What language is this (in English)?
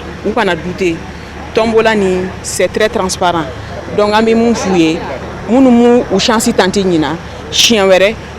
Bambara